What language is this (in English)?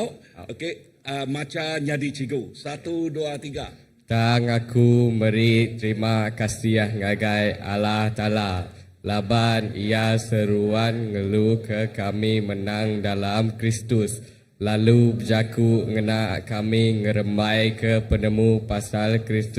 Iban